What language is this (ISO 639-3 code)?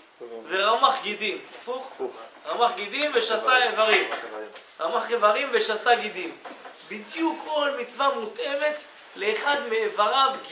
heb